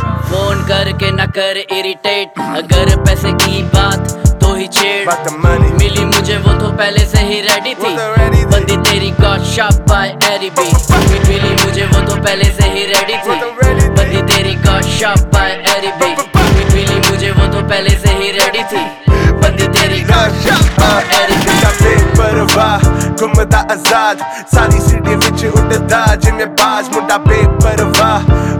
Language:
Hindi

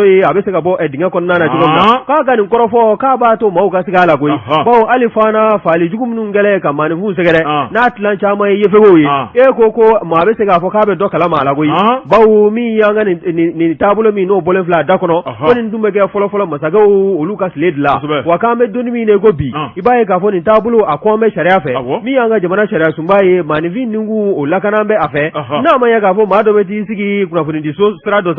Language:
Bambara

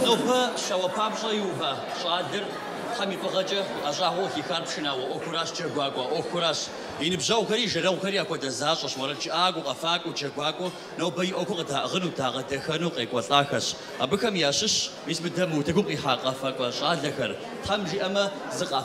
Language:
Kabardian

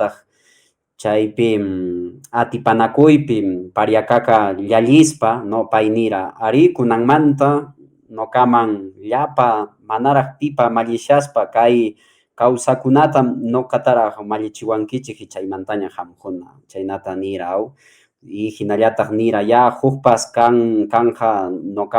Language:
Quechua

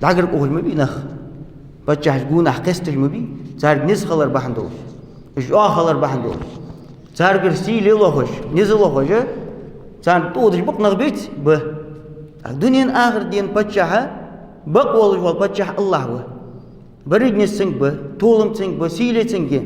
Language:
Ingush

